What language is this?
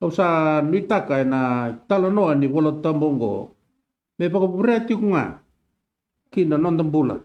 Fijian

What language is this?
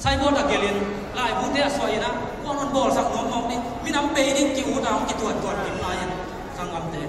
Tedim Chin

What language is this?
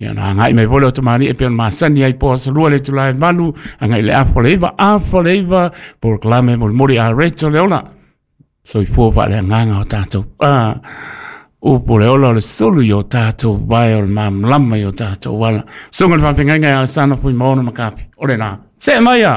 Samoan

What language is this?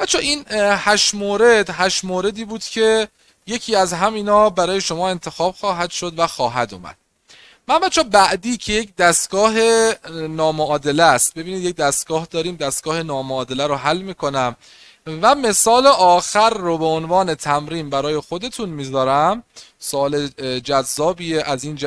Persian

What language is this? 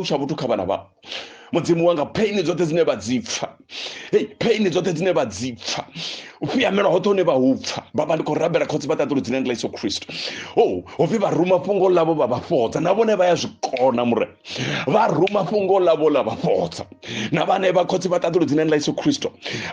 Venda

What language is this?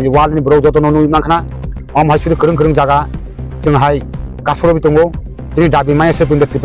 Kok Borok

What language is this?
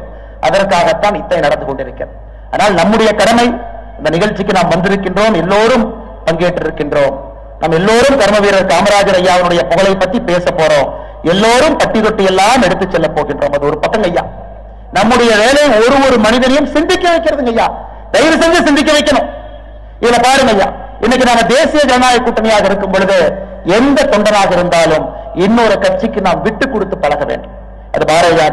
Tamil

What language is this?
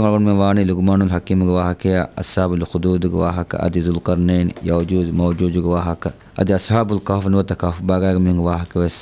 Divehi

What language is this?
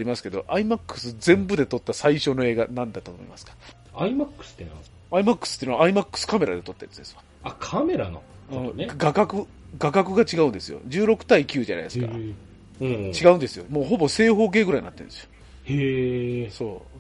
Japanese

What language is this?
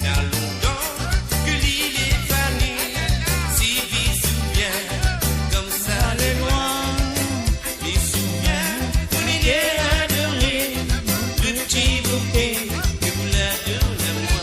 Morisyen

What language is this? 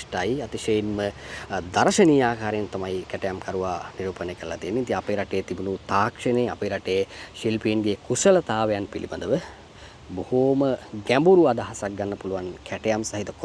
Sinhala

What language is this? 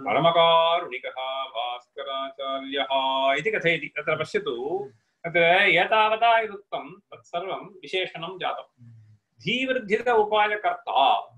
Sanskrit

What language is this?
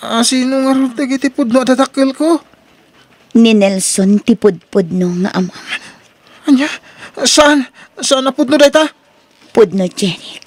Iloko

